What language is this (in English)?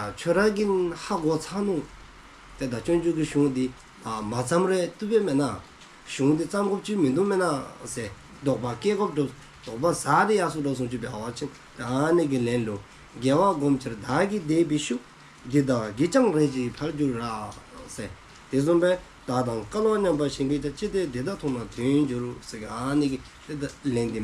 Dzongkha